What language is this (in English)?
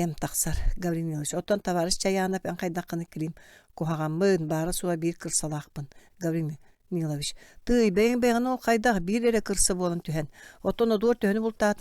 Yakut